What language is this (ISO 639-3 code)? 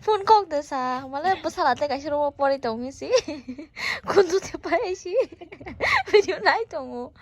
trp